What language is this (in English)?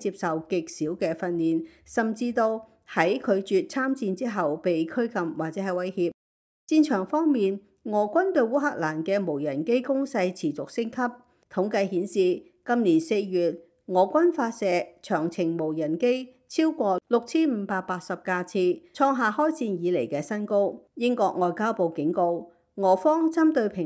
Cantonese